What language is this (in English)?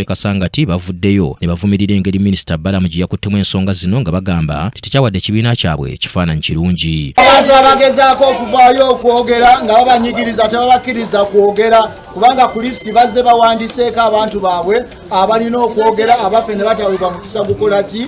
Ganda